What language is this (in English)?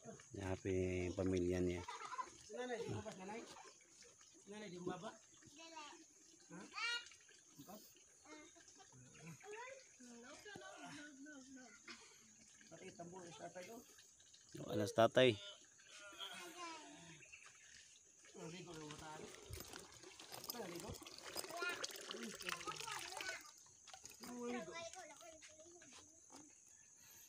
Filipino